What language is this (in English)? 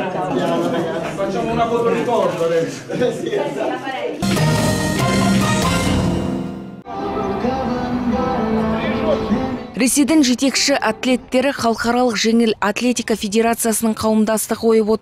Kazakh